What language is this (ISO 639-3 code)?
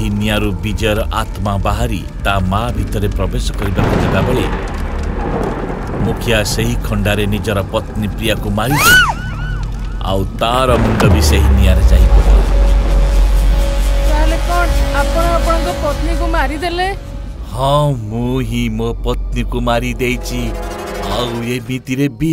ori